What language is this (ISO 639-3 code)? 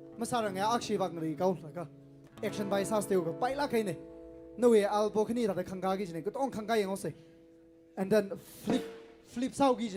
nmf